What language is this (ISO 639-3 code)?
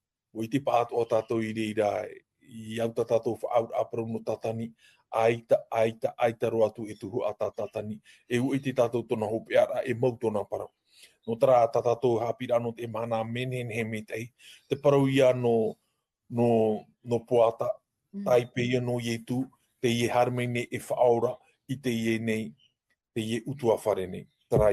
tah